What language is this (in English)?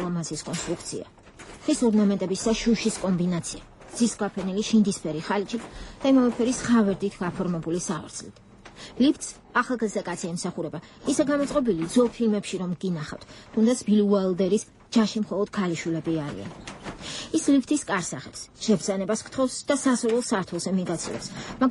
Georgian